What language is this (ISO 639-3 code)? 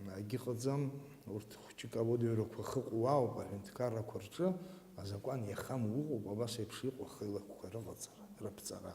abk